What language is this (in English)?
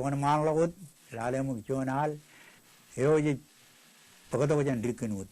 Marshallese